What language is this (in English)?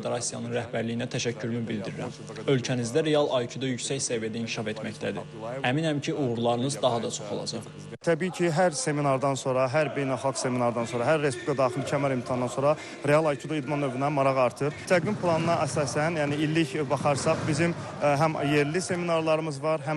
Azerbaijani